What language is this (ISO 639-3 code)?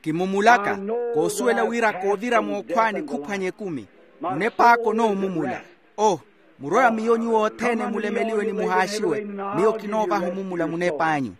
vmw